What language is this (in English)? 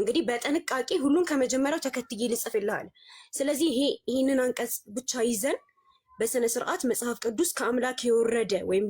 Amharic